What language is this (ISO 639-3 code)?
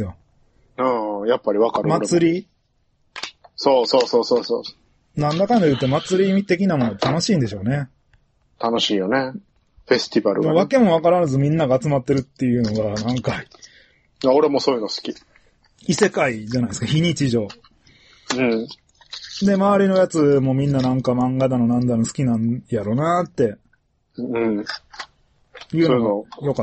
jpn